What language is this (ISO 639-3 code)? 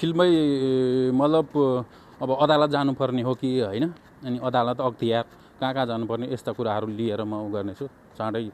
nep